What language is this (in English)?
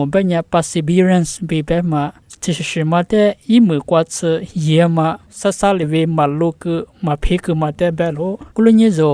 Lisu